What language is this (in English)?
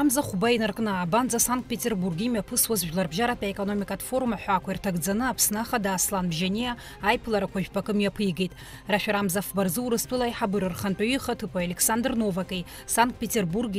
Abkhazian